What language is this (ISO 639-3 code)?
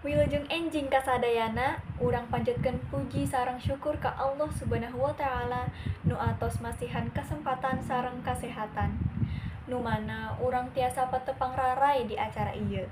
sun